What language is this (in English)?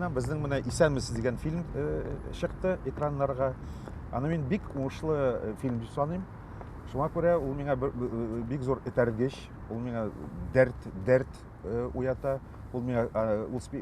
Tatar